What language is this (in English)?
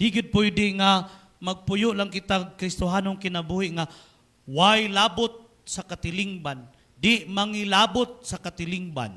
Cebuano